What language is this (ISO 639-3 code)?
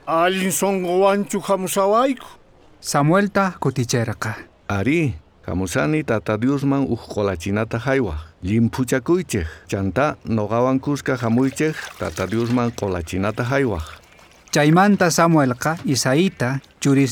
quh